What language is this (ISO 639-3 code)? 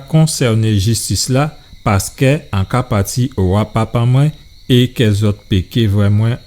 gcf